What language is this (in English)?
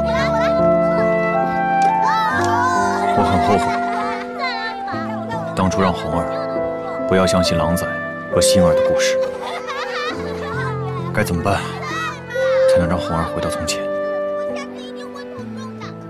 Chinese